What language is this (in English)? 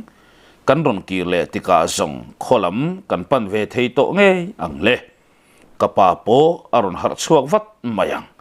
Mizo